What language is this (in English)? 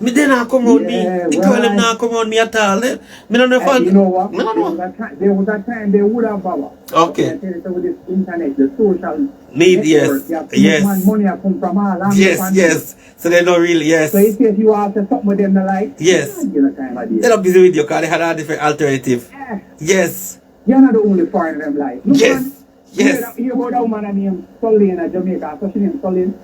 Jamaican Creole English